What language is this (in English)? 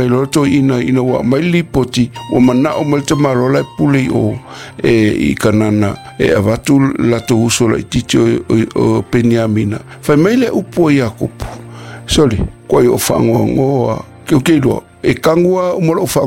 Samoan